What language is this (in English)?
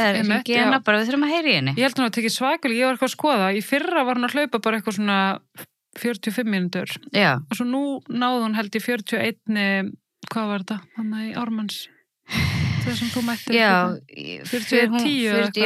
Icelandic